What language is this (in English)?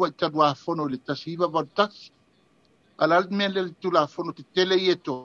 Samoan